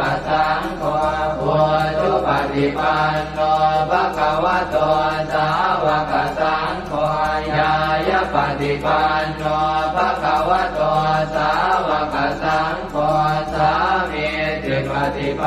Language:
Pali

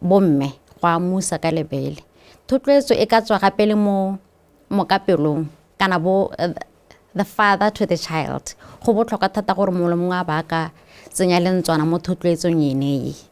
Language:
Tswana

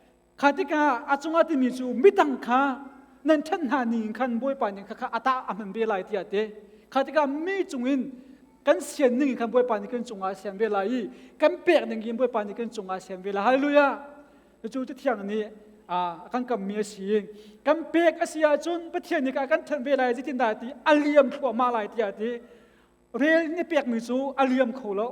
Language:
Hakha Chin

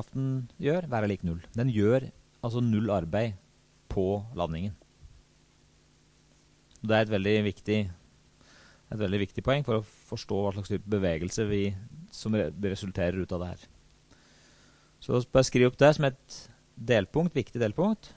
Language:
Norwegian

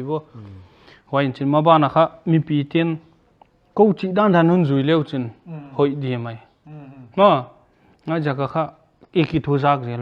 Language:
Paite Chin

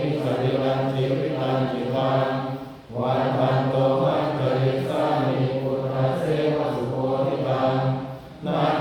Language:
Pali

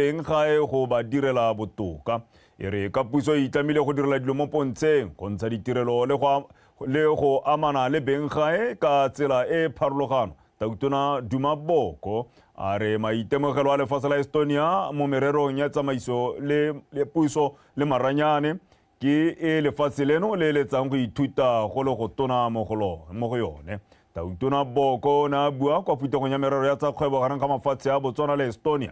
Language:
Tswana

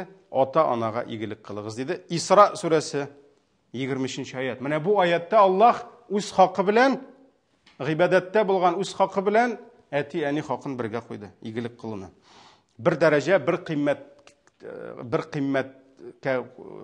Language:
Tatar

